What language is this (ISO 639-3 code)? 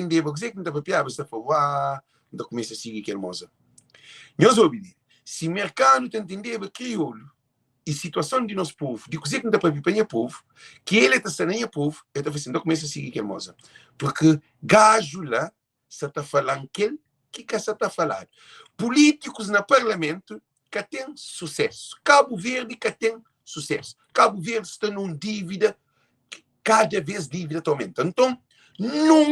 kea